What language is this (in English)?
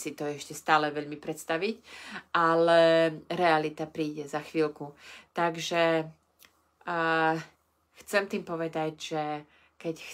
Slovak